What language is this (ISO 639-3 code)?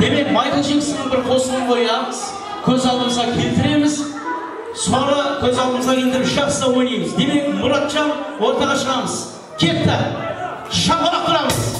kaa